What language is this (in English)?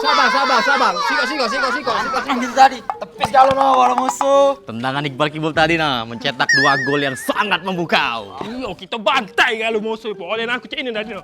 Musi